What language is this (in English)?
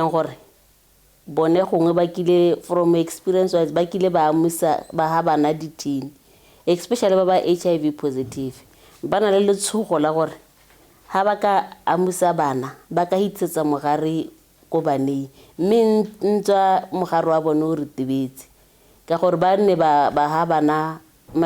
Tswana